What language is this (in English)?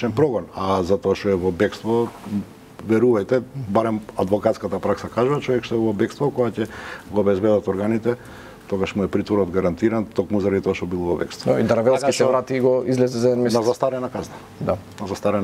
Macedonian